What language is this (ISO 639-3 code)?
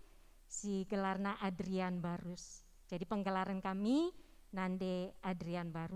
btx